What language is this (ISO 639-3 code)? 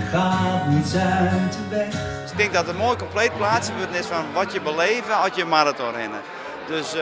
fry